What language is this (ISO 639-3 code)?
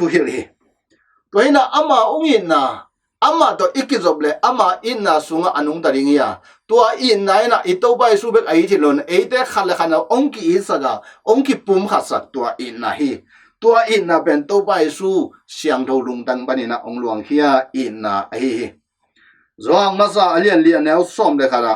ctd